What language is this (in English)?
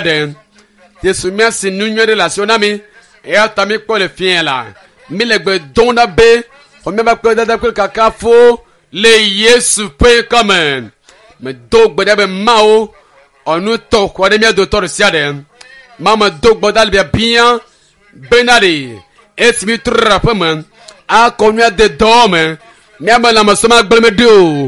Ewe